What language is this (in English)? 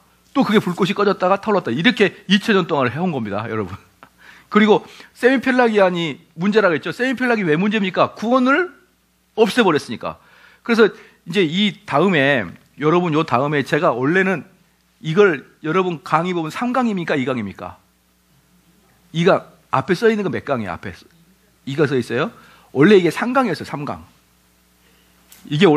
Korean